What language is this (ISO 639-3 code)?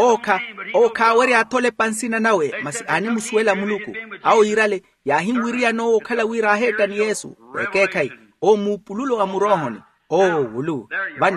vmw